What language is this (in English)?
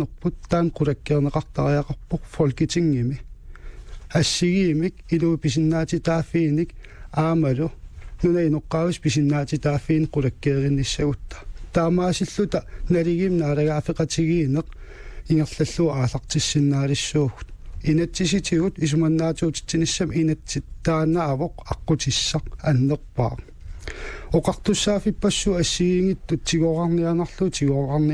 Kalaallisut